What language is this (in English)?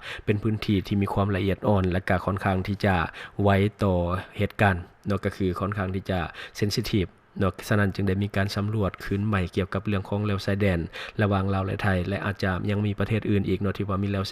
Lao